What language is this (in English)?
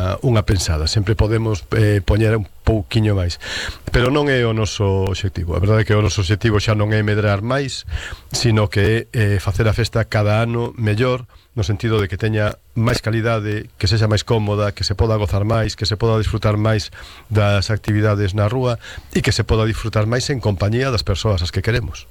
Galician